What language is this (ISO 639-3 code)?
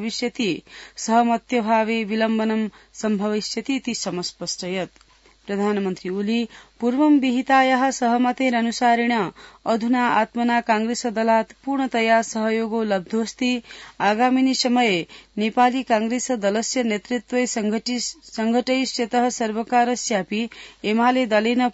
san